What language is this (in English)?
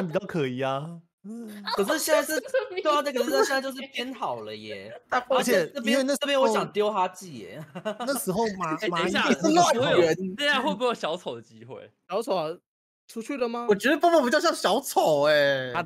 Chinese